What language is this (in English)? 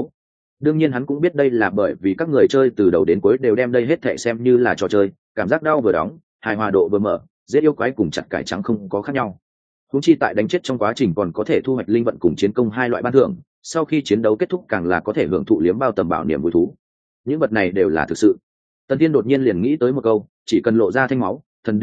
Vietnamese